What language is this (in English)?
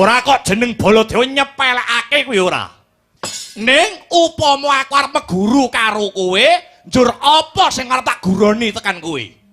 Javanese